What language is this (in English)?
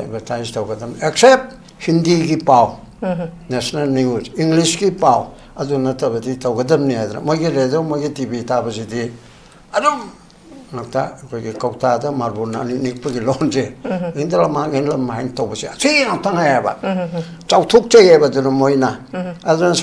Manipuri